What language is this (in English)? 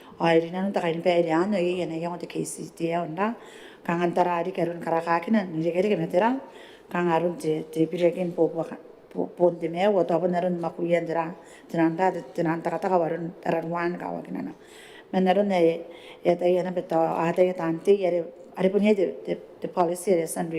Gilbertese